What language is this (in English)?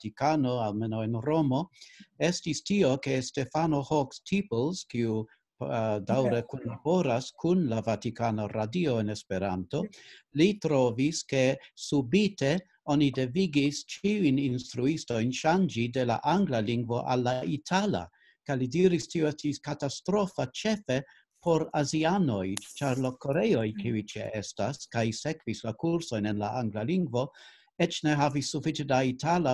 Esperanto